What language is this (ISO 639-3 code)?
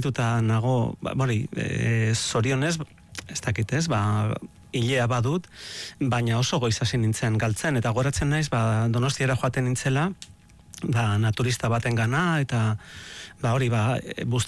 eus